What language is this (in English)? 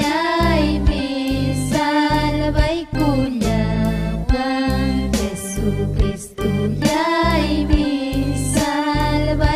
Ayacucho Quechua